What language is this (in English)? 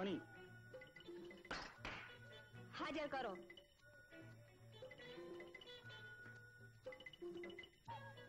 Gujarati